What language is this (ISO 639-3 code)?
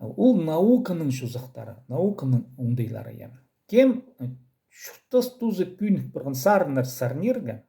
kjh